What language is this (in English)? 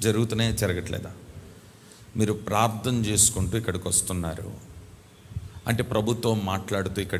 Telugu